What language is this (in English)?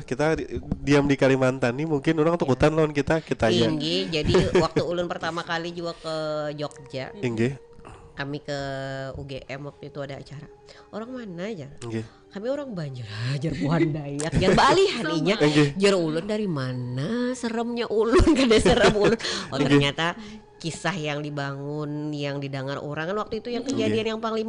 Banjar